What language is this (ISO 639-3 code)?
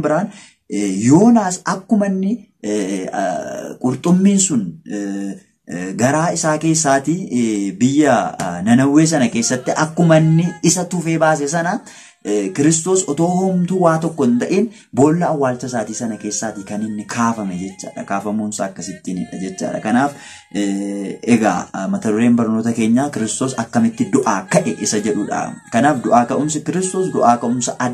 orm